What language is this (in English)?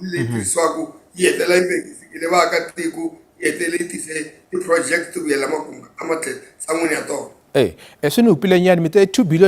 Tsonga